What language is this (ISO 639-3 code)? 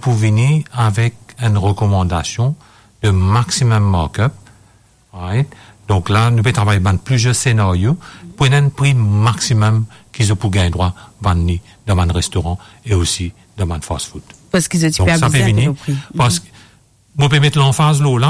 mfe